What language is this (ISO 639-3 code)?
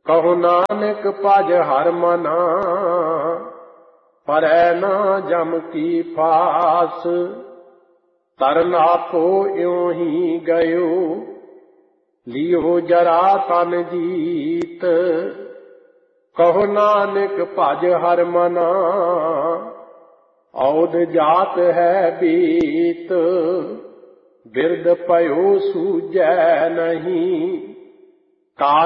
pan